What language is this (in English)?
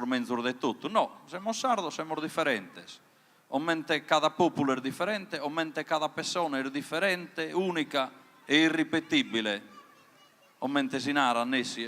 Sardinian